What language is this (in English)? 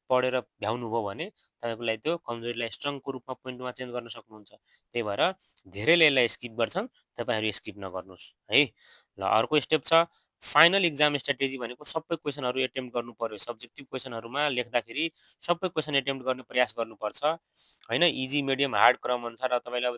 Nepali